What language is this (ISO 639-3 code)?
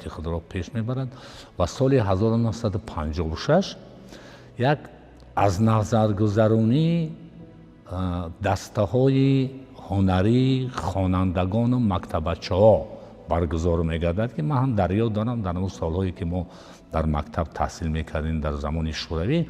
tgk